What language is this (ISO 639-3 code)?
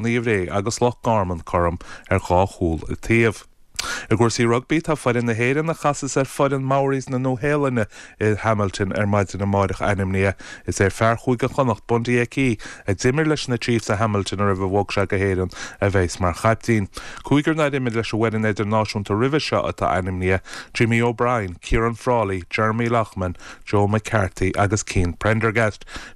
gle